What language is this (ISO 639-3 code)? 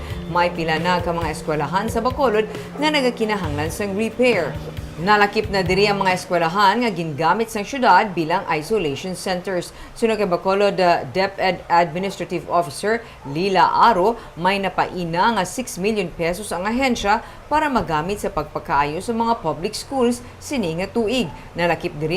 hil